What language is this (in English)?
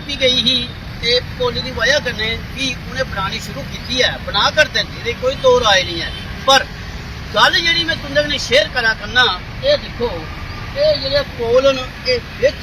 Dogri